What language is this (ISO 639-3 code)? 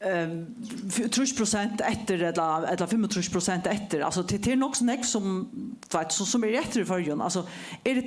fao